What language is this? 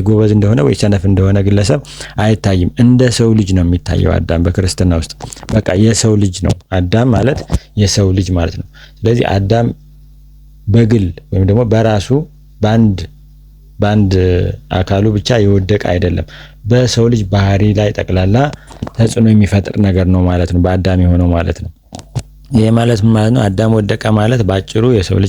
Amharic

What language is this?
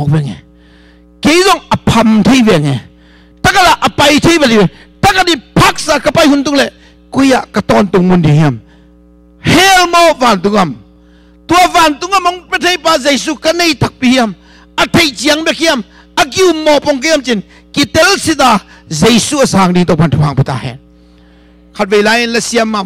Tedim Chin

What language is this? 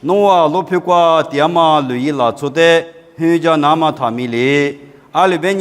Lisu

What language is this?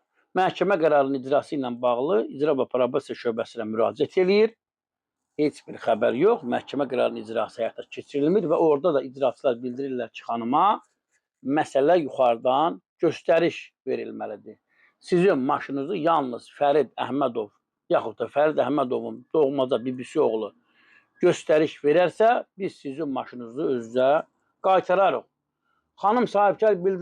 Azerbaijani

